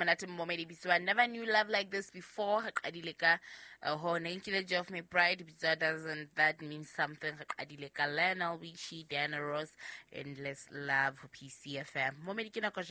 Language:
Southern Sotho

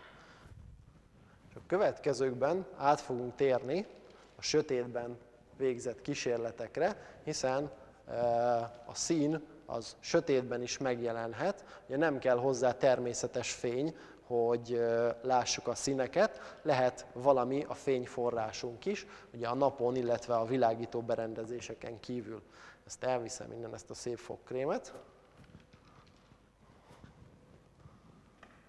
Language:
Hungarian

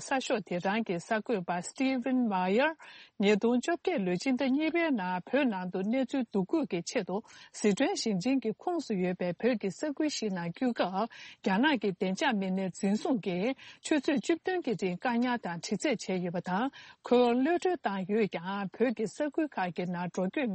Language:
Tibetan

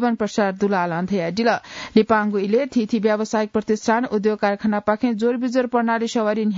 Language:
Newari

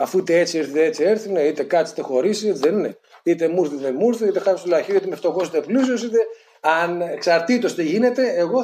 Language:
Greek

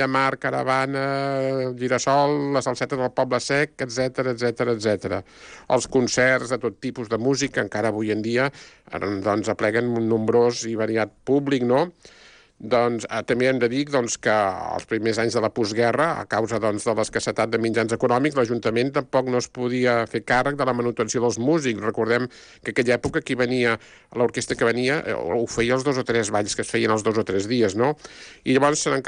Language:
Catalan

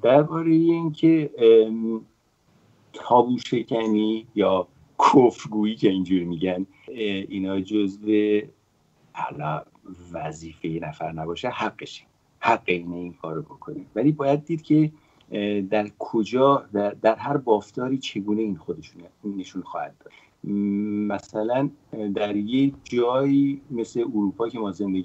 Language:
Persian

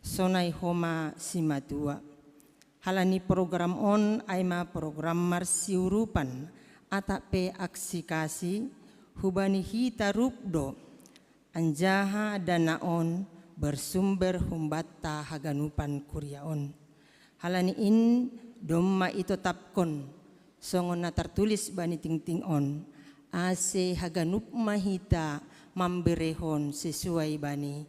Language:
Batak Simalungun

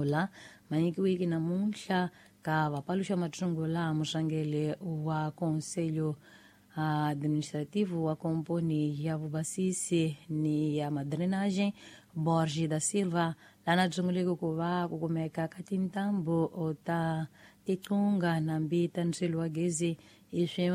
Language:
Tsonga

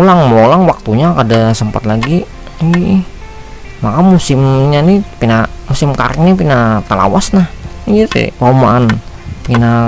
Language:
Banjar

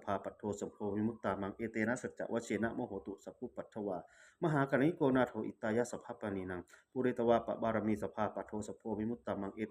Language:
Pali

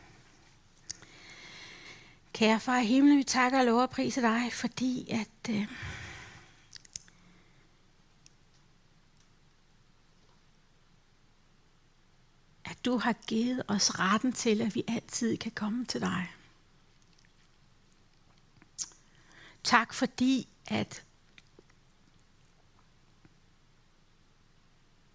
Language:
Danish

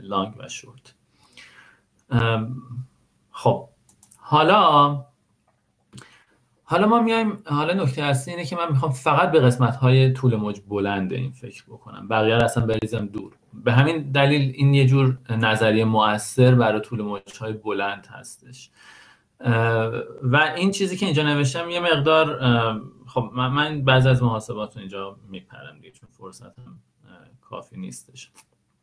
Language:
Persian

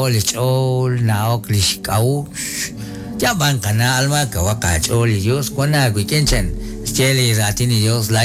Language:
Kekchí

